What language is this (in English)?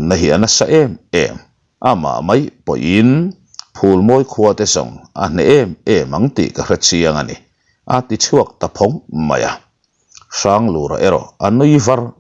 Mizo